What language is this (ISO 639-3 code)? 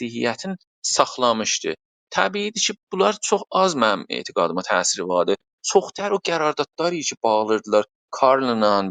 azb